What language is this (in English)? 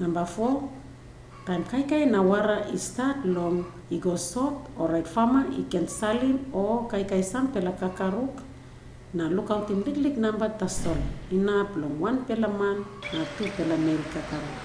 Tok Pisin